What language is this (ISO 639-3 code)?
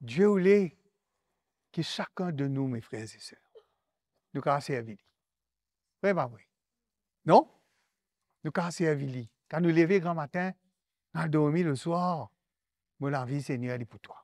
mfe